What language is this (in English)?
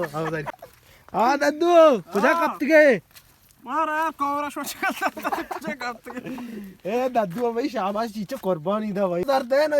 Baluchi